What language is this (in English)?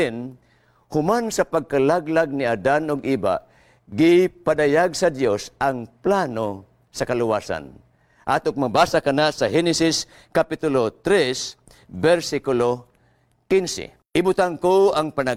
Cebuano